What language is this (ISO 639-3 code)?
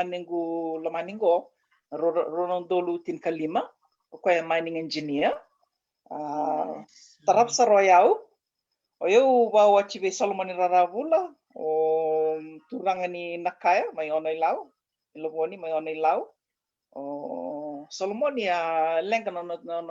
fij